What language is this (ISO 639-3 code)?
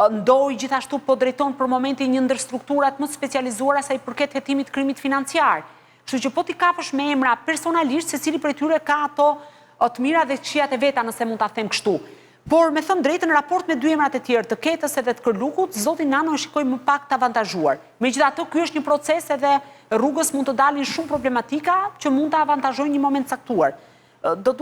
sqi